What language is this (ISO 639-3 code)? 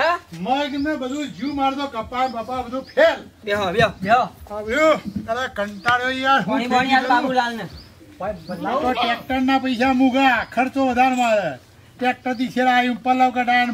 guj